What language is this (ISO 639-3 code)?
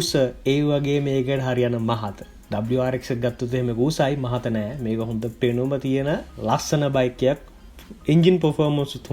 sin